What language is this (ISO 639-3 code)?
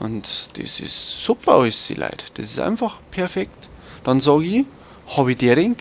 bar